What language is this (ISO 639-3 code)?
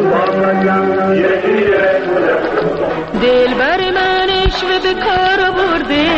fas